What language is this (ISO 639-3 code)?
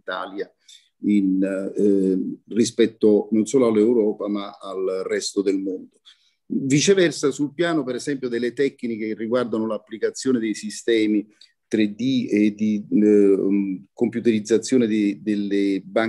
ita